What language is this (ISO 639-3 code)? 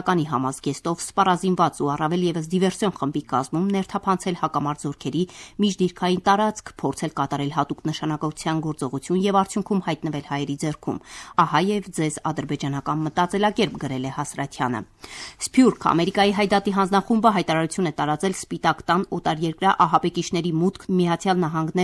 hye